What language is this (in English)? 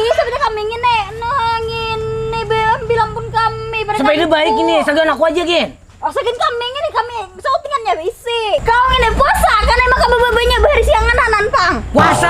Banjar